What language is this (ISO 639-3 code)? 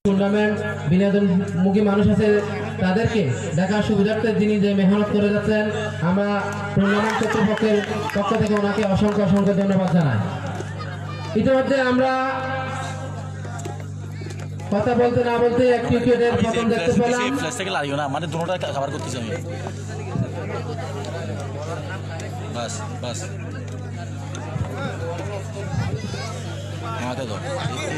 ben